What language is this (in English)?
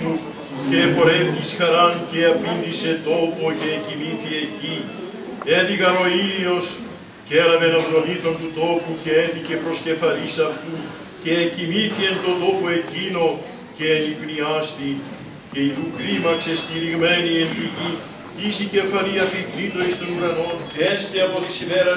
Greek